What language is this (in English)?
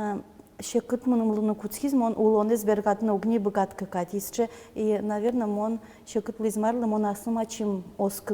Udmurt